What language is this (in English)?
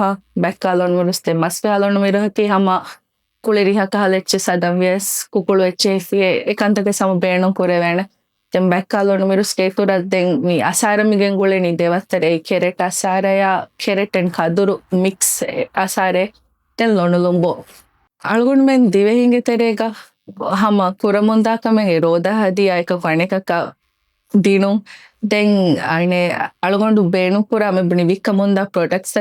Divehi